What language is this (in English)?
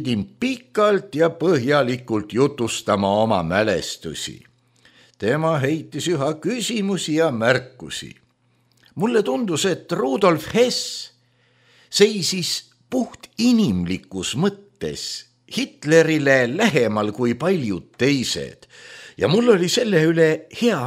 Estonian